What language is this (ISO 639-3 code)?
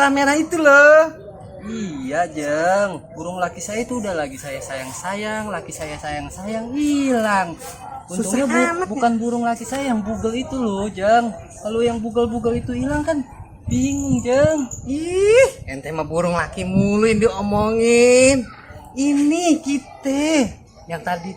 bew